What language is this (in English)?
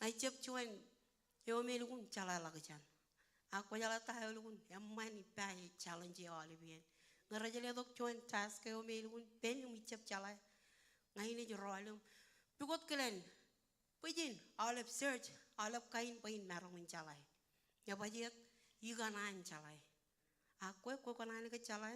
Marshallese